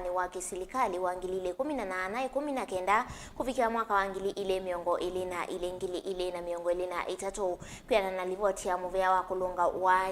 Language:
Kamba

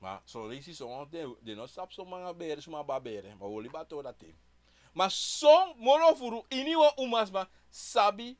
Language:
Sranan Tongo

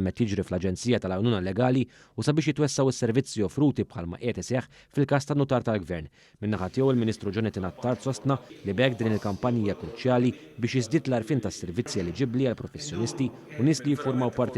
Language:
Maltese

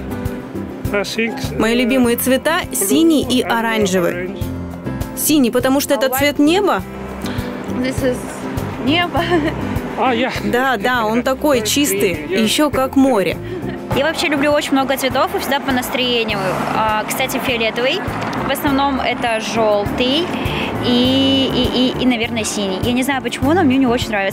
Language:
Russian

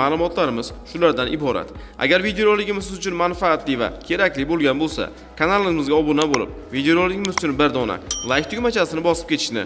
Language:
Uzbek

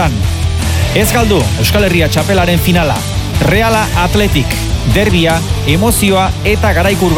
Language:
Basque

